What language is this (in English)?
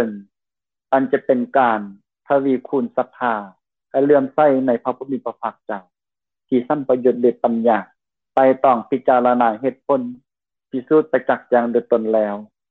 Lao